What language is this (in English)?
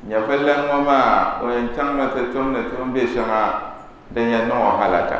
Dagbani